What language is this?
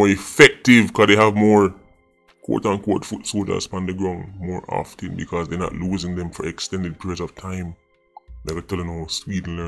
Jamaican Creole English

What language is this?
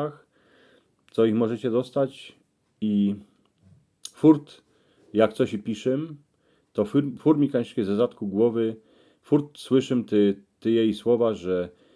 Silesian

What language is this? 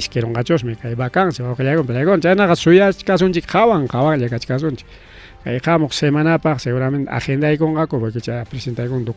Ayacucho Quechua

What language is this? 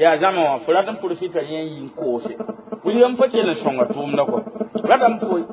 Mossi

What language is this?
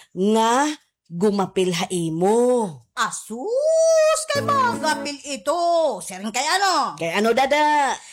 Waray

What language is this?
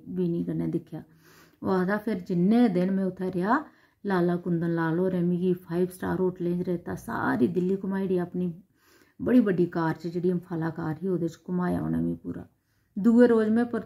Dogri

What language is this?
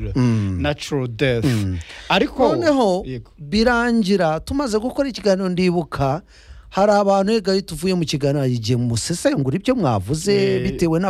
Kinyarwanda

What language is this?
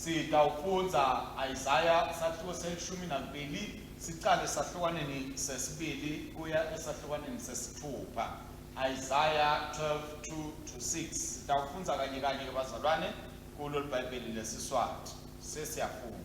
Swati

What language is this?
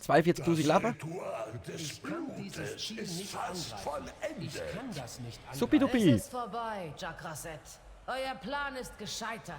Swiss German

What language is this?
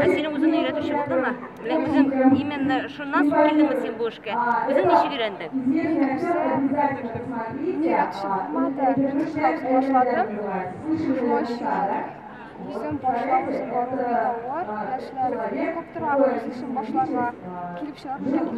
Tatar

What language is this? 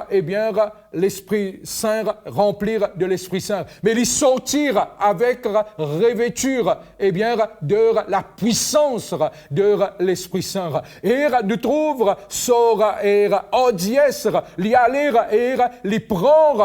Morisyen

